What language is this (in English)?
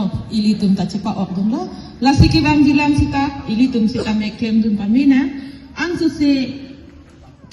Karbi